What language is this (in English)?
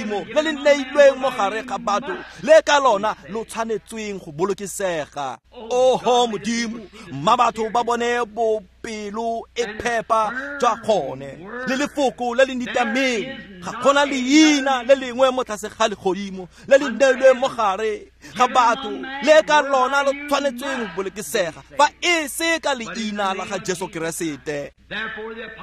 Tswana